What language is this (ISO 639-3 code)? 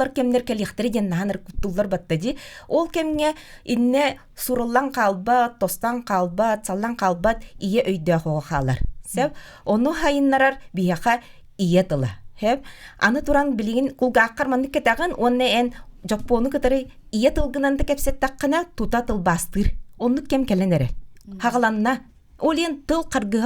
sah